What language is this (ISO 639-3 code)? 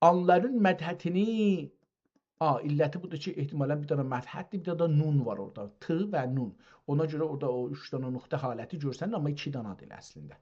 azb